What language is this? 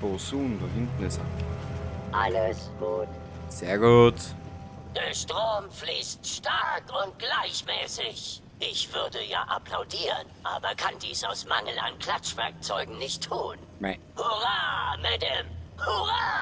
Bavarian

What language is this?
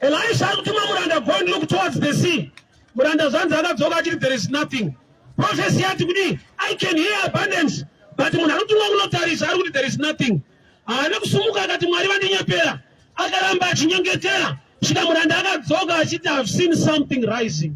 Shona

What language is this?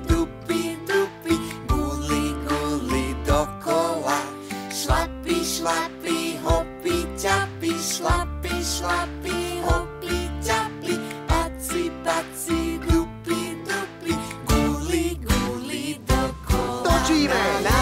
Slovak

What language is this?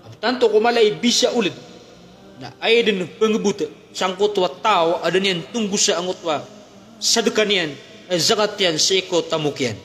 Maranao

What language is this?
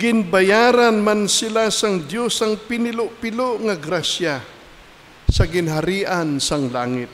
Hiligaynon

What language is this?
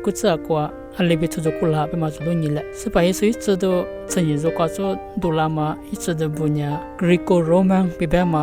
Lisu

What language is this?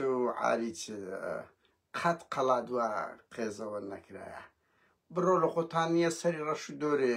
Central Kurdish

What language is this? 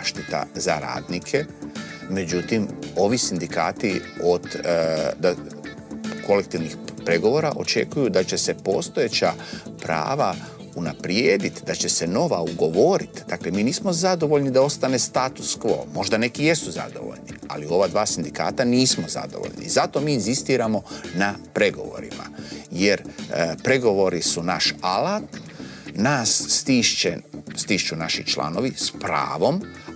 Croatian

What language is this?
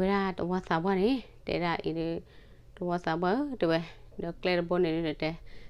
S'gaw Karen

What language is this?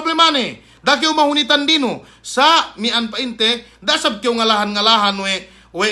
Yakan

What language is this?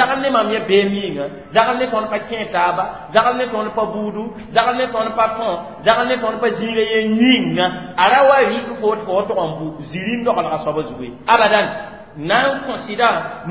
Mossi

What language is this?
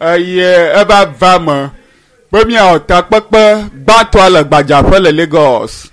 Ewe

